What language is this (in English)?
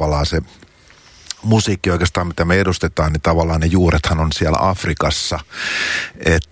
Finnish